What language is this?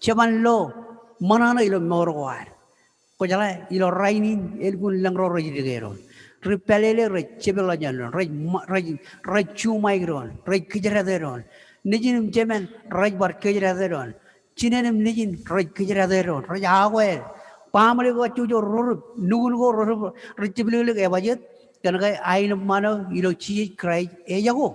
Marshallese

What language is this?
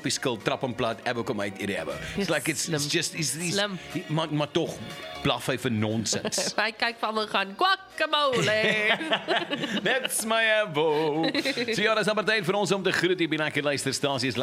Afrikaans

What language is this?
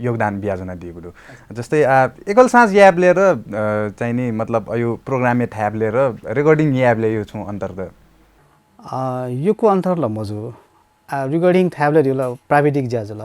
Newari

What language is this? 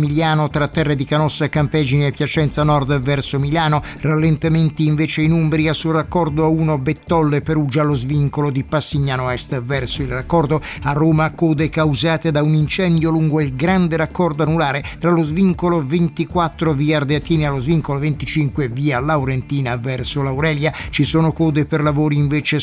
Italian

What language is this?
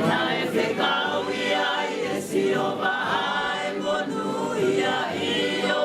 Tongan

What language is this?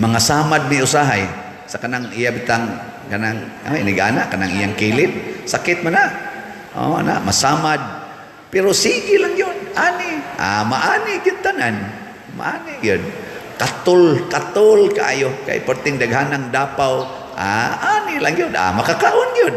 Cebuano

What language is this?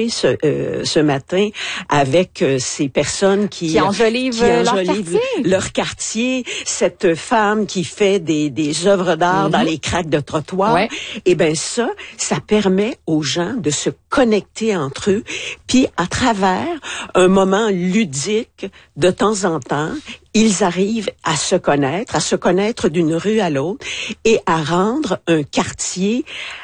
French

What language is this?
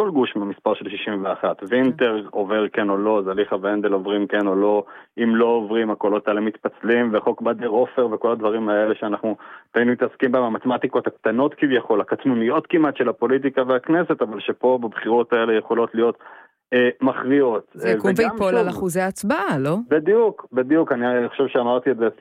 Hebrew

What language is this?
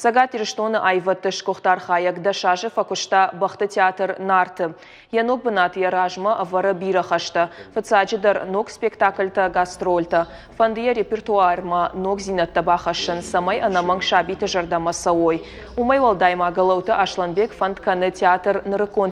Ossetic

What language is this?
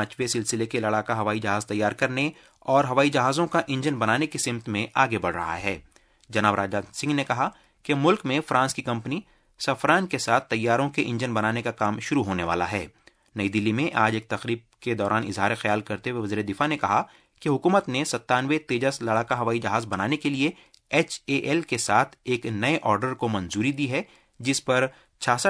Urdu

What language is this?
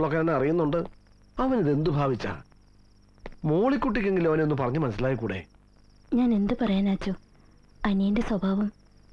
Malayalam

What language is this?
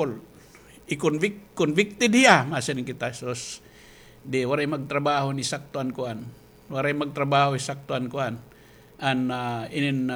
Waray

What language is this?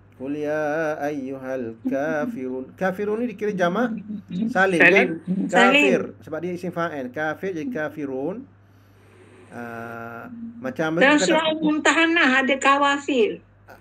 Malay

